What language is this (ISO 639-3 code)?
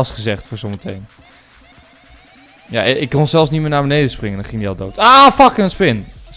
nld